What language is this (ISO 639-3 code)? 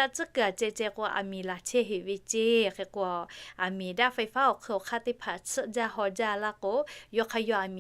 lhu